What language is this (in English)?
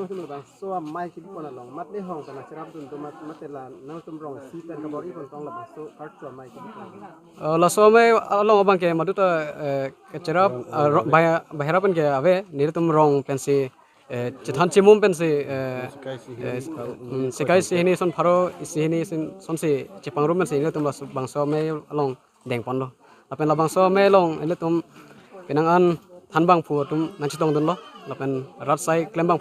Karbi